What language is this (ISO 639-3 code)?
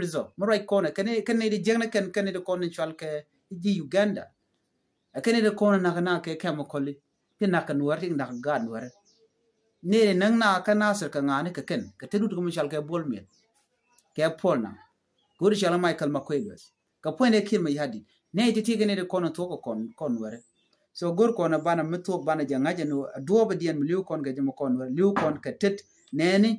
nus